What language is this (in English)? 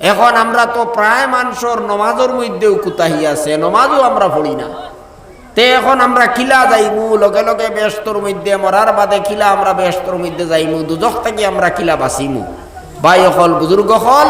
Sylheti